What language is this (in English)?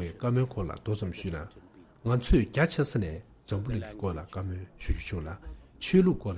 Tibetan